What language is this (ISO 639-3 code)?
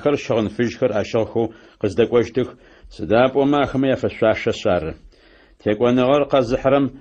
ady